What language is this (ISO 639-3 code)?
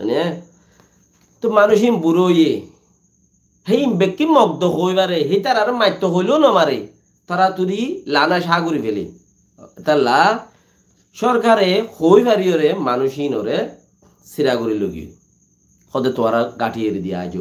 rhg